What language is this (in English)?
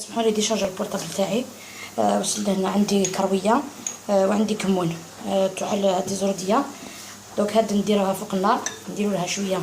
Algerian Arabic